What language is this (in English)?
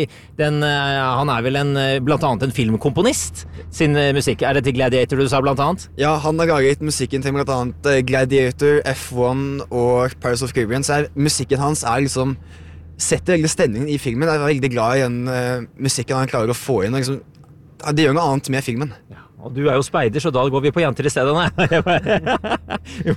Norwegian